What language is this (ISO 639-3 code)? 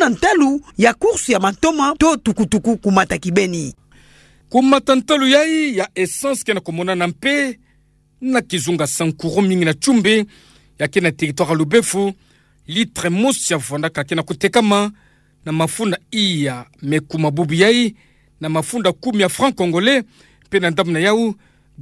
ktu